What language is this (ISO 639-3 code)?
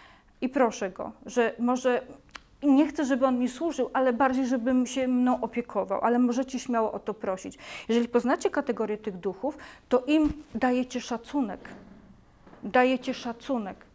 pol